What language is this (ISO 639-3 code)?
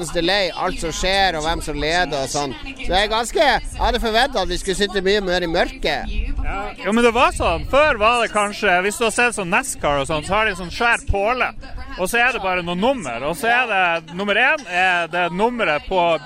nor